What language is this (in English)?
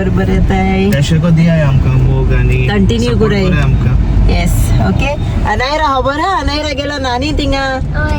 Konkani